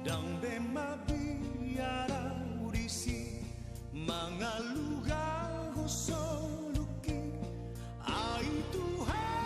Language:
Batak Toba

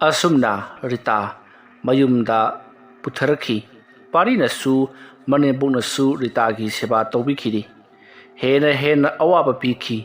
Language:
Manipuri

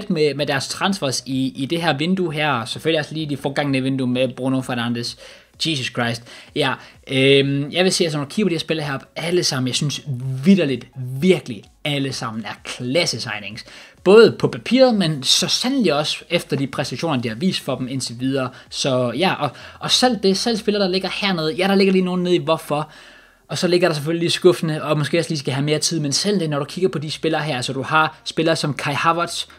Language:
Danish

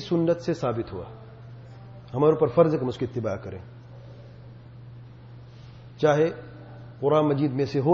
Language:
Urdu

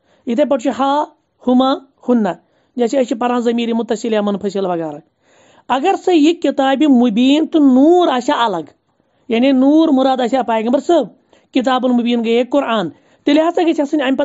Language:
Kashmiri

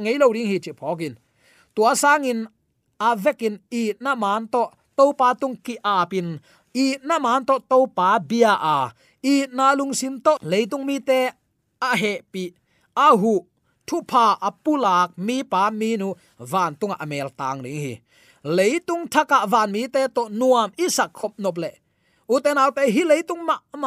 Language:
Tedim Chin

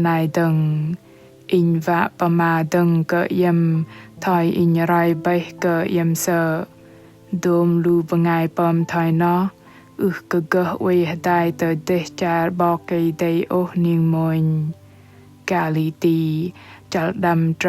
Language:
Bahnar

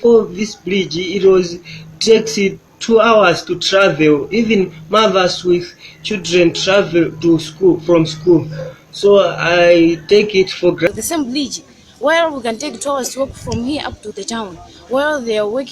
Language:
Nyanja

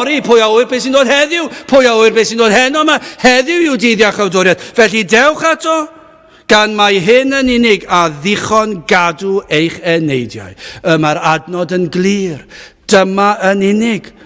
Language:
Welsh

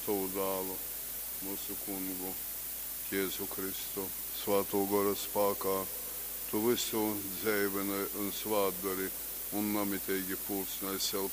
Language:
Latgalian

